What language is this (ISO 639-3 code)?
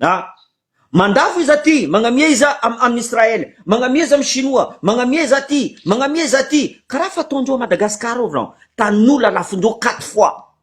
mlg